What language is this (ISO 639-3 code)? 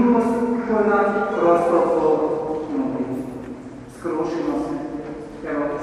hrv